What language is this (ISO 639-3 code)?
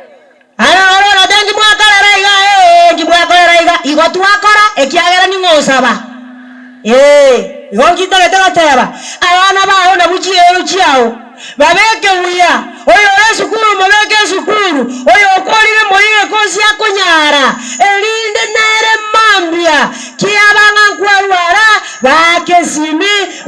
guz